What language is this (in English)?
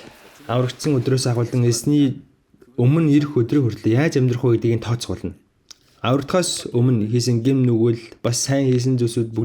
Mongolian